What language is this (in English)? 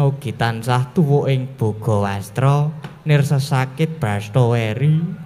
Javanese